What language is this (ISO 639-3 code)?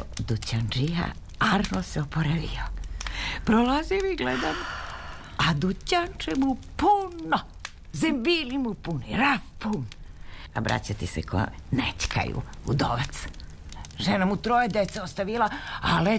srp